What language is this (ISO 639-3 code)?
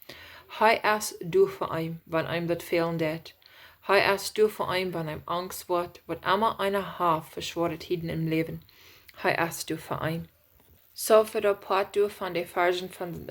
pdt